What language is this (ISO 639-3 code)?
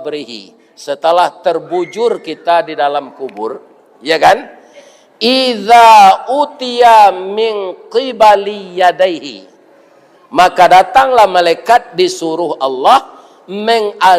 min